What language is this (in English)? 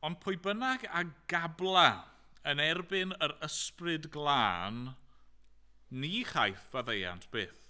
Welsh